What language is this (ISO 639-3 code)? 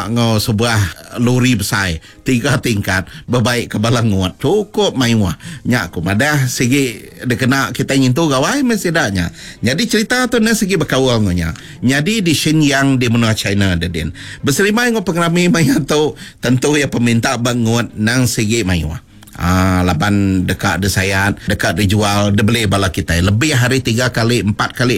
iba